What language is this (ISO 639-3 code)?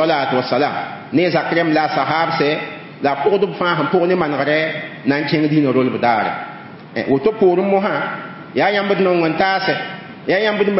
mos